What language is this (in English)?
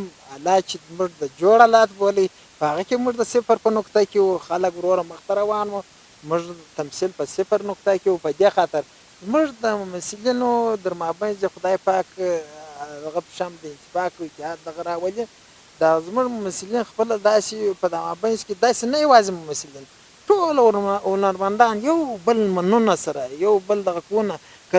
Pashto